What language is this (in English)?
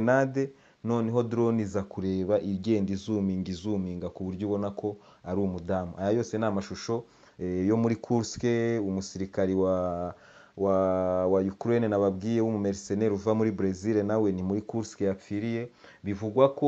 Kinyarwanda